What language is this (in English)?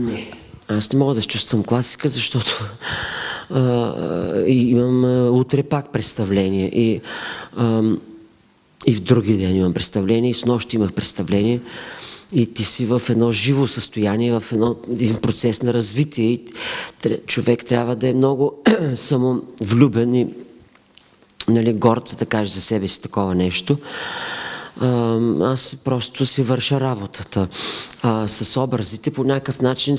Bulgarian